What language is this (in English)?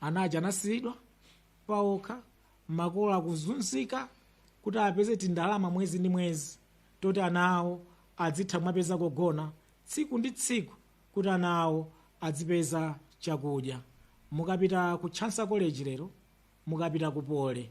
Nyanja